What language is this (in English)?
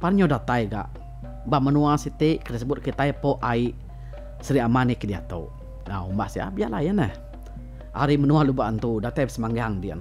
Iban